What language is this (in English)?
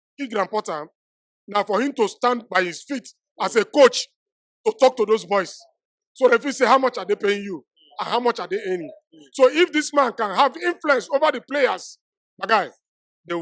Nigerian Pidgin